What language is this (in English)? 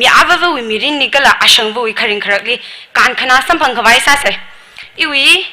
Tangkhul Naga (India)